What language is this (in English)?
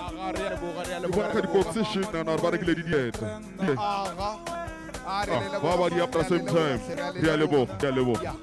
Northern Sotho